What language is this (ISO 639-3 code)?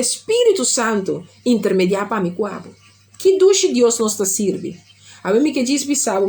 pap